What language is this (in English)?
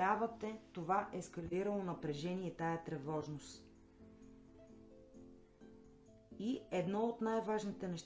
Bulgarian